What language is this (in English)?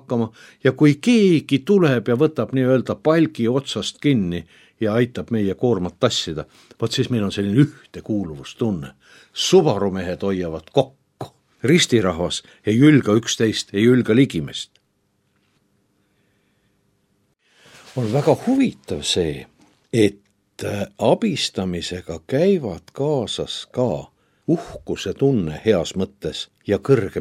Estonian